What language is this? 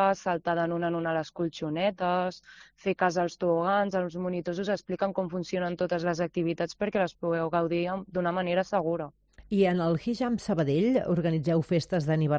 Catalan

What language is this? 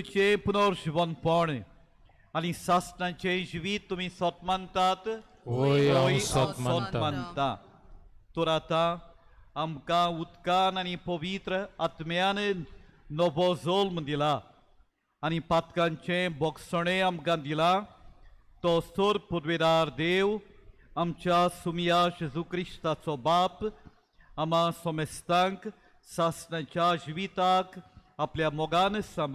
Konkani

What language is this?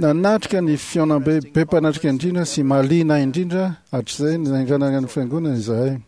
Malagasy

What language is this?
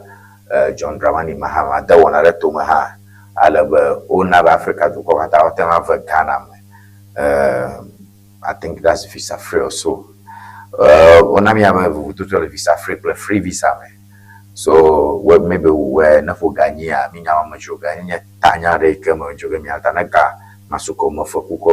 Ewe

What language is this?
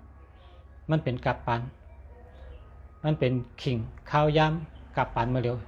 Shan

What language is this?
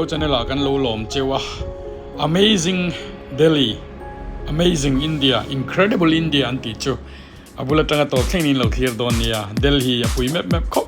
Mizo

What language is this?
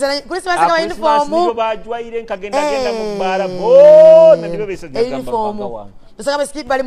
Nyoro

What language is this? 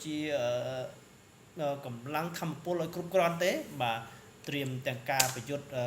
Khmer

